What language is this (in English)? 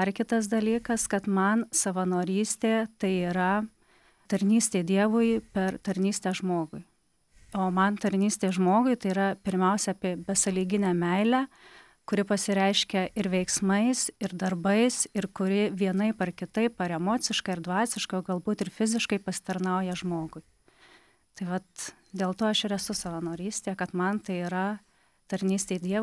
Lithuanian